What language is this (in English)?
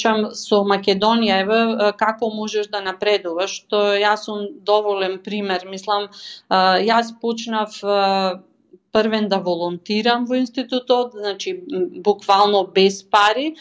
Macedonian